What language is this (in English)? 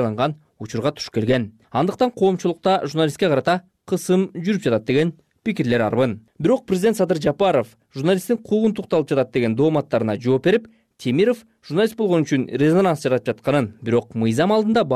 Kyrgyz